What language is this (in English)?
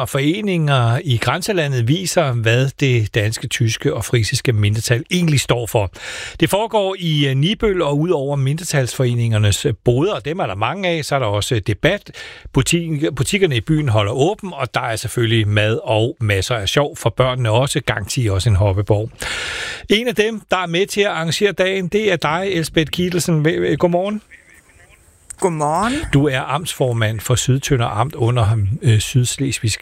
Danish